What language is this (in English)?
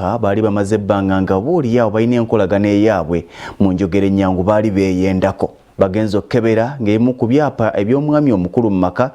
Ganda